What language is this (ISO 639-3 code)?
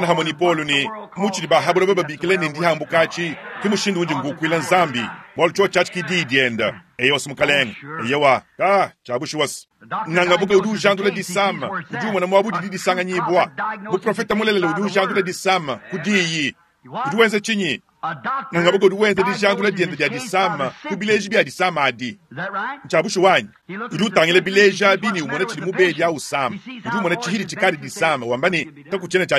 lua